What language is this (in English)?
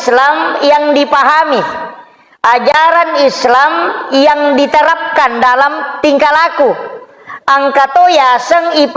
Buginese